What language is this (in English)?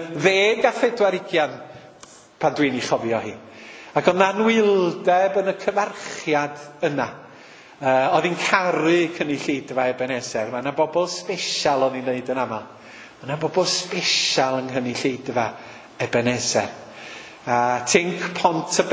Welsh